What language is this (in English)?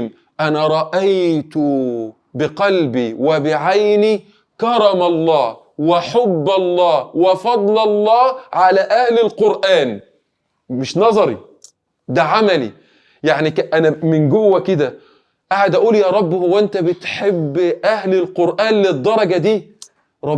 Egyptian Arabic